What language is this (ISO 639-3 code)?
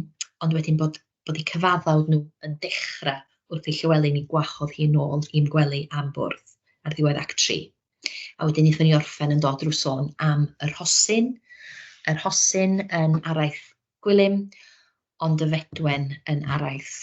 cym